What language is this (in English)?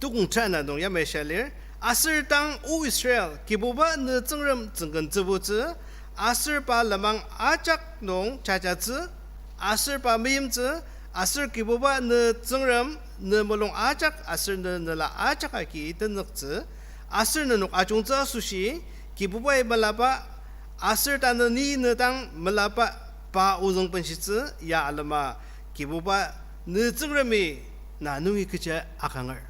Ao Naga